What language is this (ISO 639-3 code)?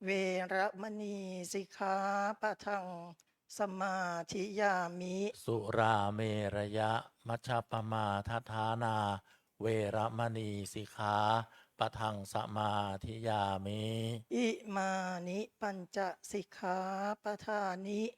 pli